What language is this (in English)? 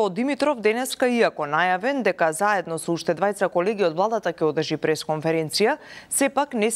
Macedonian